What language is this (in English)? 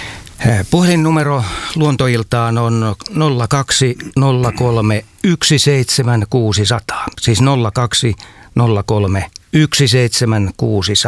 Finnish